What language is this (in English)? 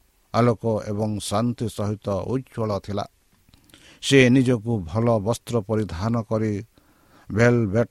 Odia